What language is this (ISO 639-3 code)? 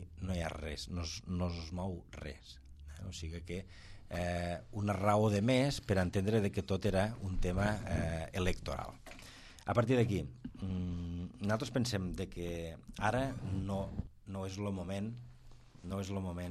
cat